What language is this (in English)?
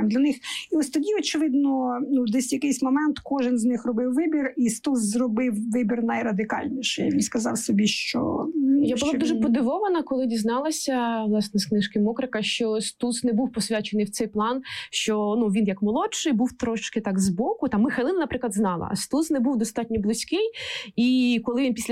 Ukrainian